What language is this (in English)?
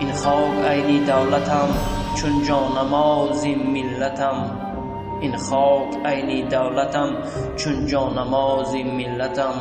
Tajik